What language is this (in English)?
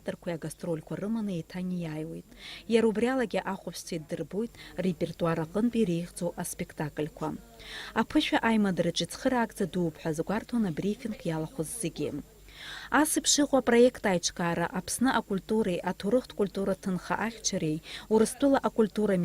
Abkhazian